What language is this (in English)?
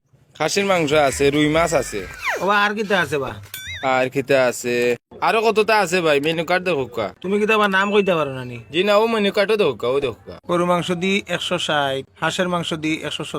Sylheti